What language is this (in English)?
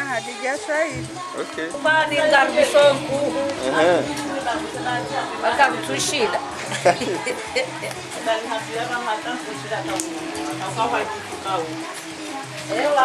Ngazidja Comorian